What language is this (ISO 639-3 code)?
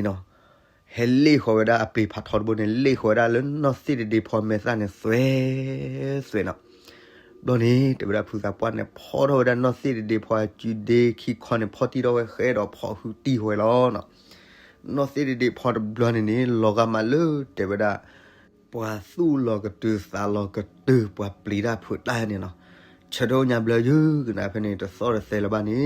ksw